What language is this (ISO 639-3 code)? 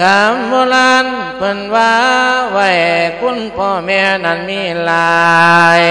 lao